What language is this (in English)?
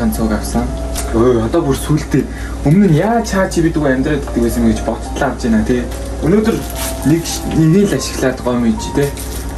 Mongolian